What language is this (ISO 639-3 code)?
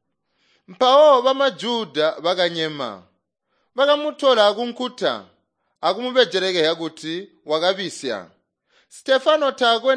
toi